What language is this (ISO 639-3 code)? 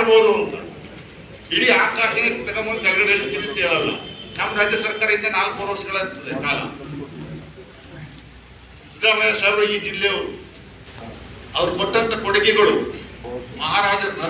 kan